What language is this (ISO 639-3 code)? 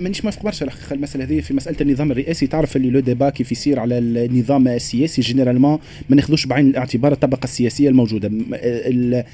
aeb